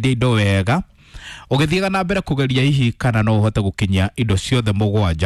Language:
Kikuyu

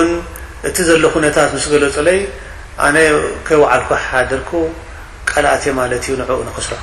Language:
Tigrinya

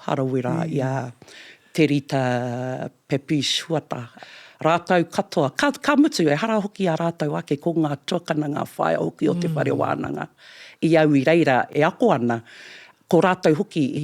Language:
Māori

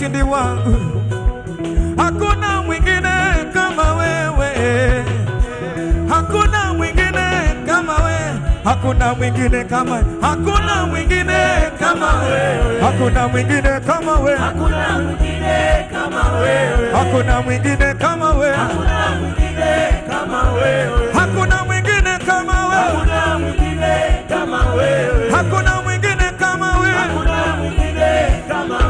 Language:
Swahili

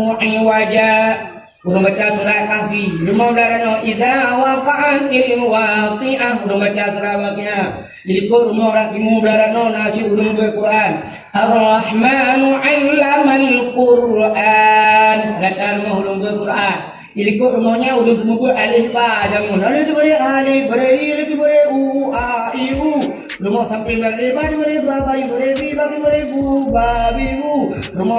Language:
Achinese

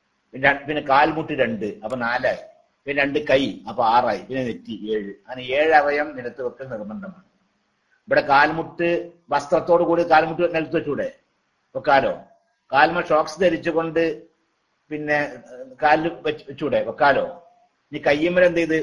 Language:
Malayalam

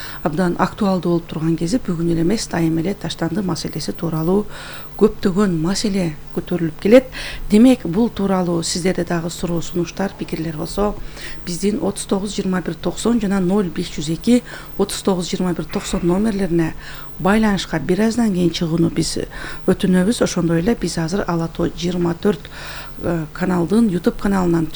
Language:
Kyrgyz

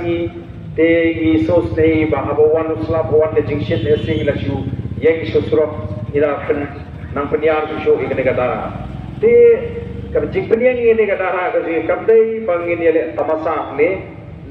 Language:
Khasi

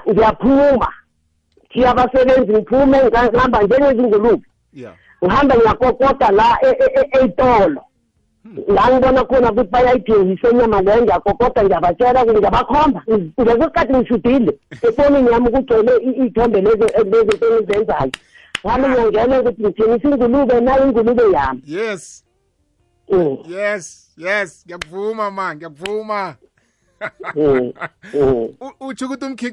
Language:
South Ndebele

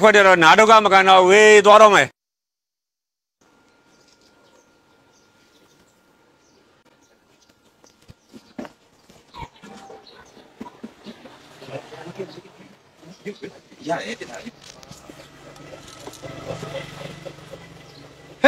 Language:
Burmese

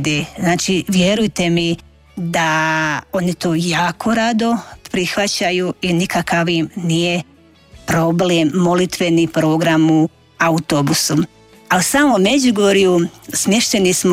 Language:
Croatian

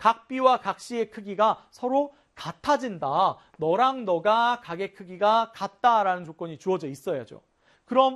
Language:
Korean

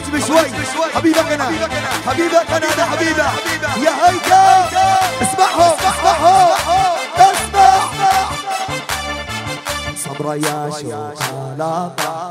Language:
South Levantine Arabic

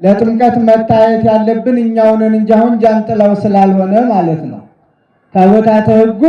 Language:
Amharic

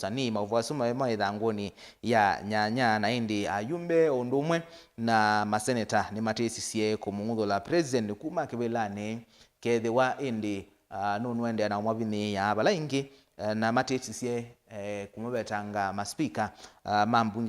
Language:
Kamba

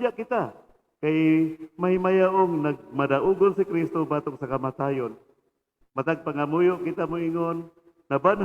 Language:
Cebuano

